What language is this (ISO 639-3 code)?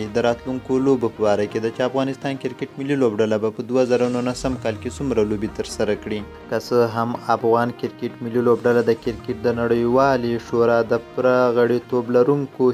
pus